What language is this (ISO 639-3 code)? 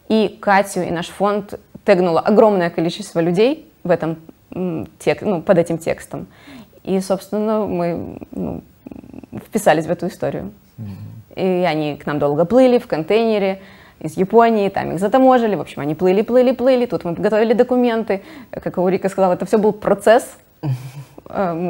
rus